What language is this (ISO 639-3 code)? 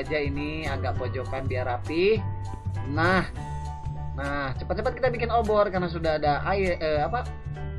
ind